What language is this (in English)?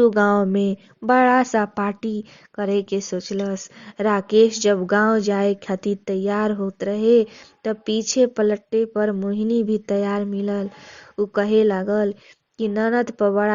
Bhojpuri